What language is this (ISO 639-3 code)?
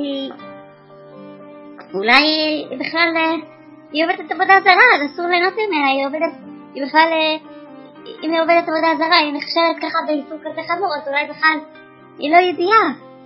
heb